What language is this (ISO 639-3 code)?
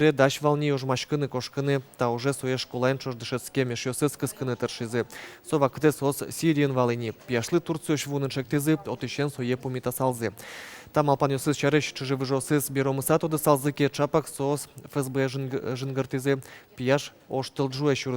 udm